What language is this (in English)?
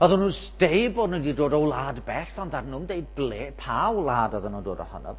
Welsh